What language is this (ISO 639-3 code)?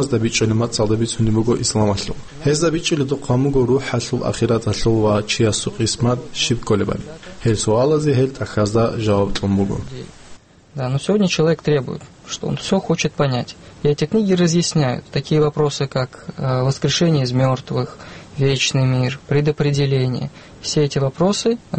ava